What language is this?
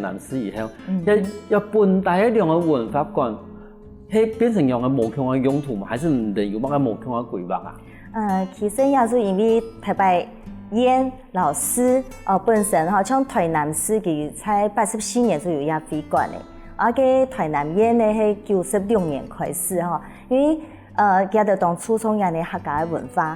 Hakka Chinese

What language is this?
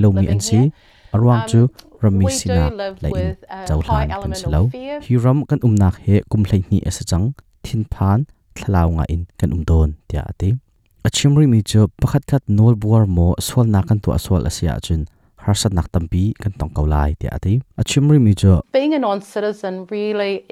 Hakha Chin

